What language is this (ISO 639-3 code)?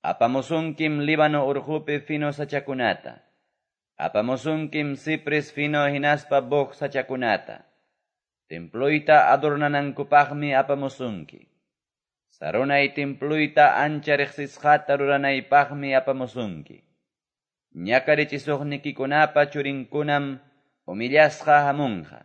que